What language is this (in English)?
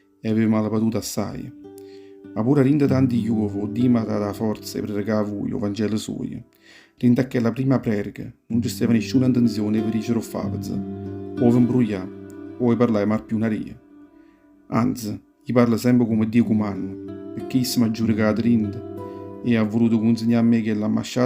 Neapolitan